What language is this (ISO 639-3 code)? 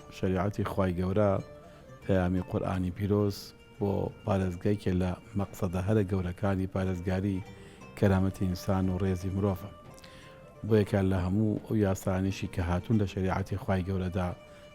ckb